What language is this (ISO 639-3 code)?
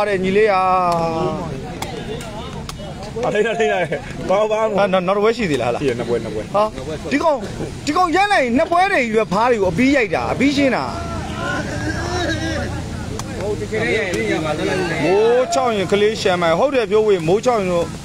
mya